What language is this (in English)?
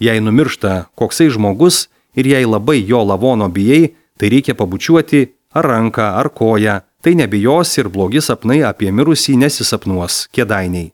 Lithuanian